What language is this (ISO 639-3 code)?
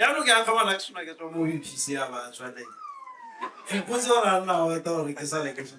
tsn